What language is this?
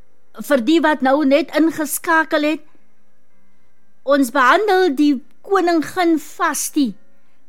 Afrikaans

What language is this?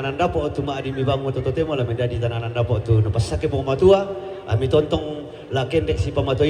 Toraja-Sa'dan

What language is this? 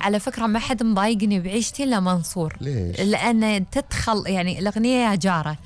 Gulf Arabic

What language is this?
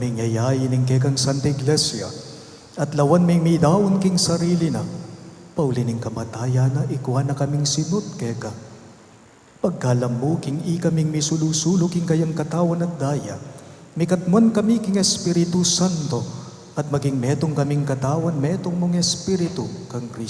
Pampanga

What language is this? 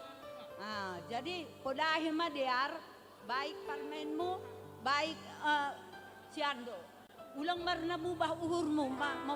Batak Simalungun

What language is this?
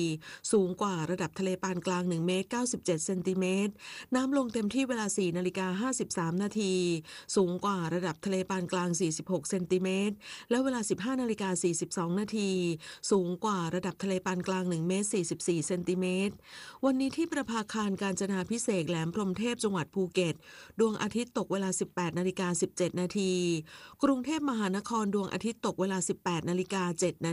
Thai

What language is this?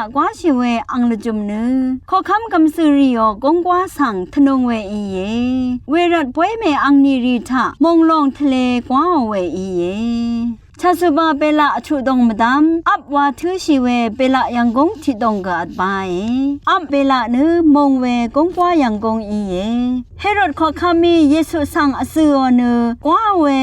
Rawang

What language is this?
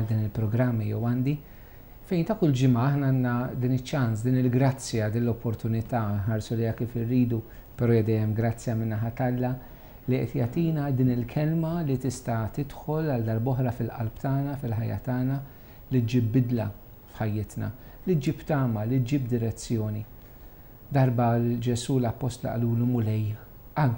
Maltese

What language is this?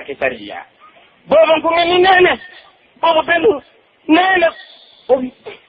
Pular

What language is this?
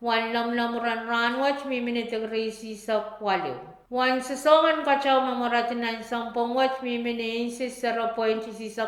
Pohnpeian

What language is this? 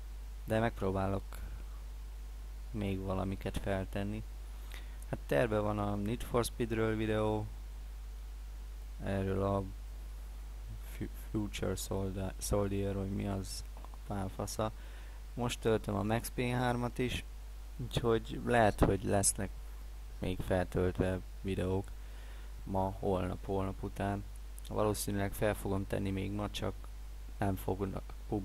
Hungarian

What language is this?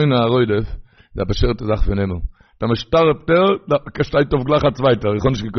Yiddish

